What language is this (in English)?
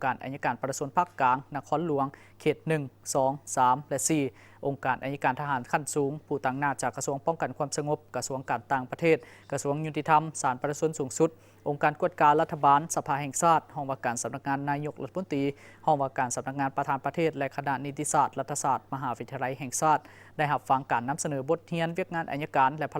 Lao